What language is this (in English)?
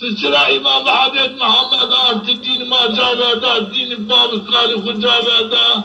Zaza